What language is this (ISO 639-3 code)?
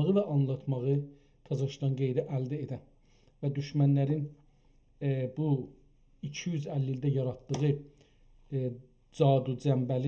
azb